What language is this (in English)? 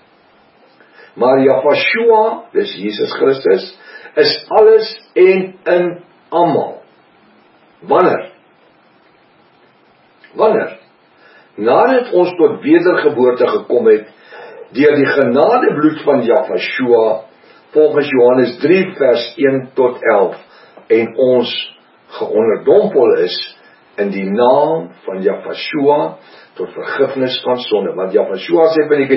Afrikaans